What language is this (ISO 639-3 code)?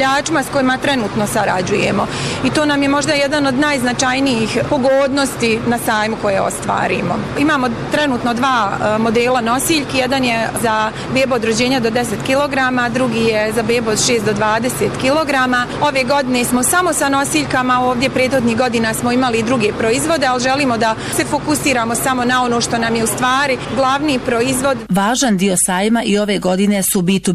bos